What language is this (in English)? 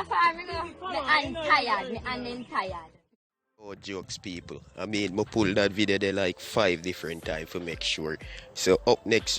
Jamaican Creole English